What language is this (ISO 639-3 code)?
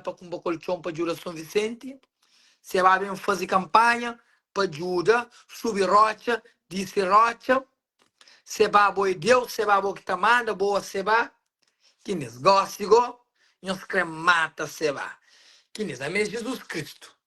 kea